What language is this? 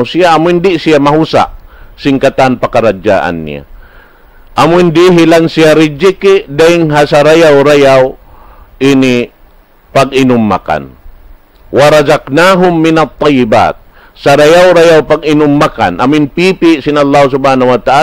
Tausug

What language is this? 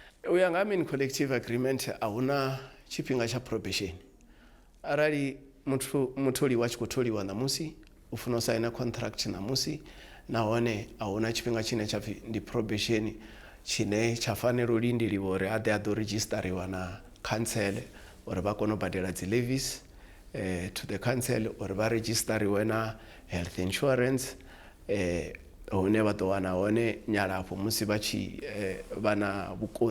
Venda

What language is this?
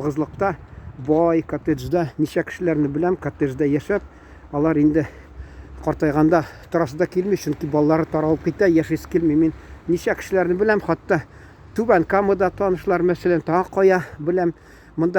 Tatar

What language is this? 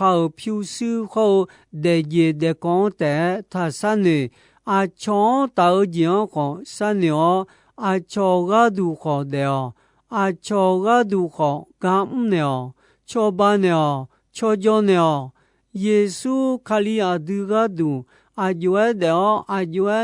Akha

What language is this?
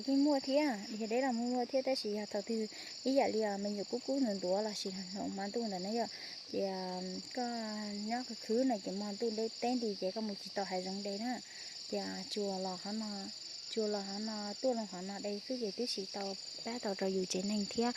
Hmong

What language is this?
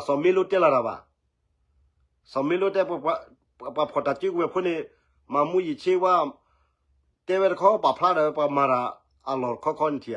S'gaw Karen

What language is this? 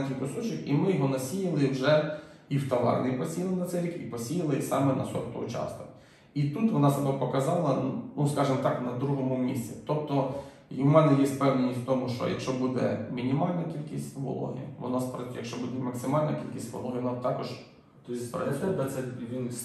Ukrainian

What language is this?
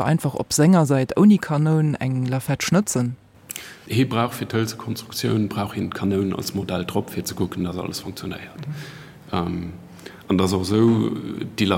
Luxembourgish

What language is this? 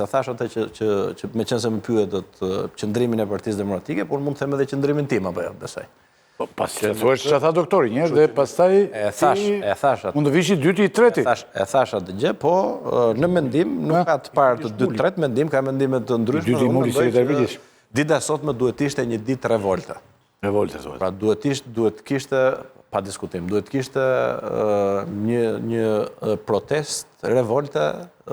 Albanian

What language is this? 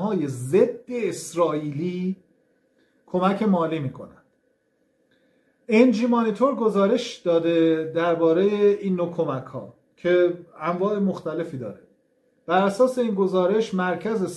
Persian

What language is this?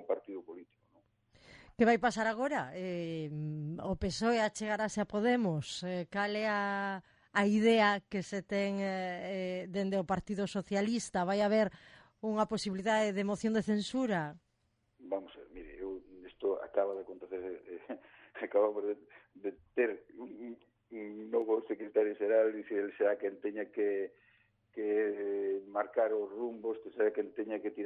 Galician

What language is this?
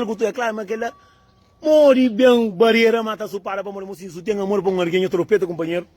Kabuverdianu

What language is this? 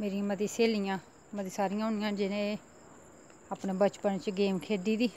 Dogri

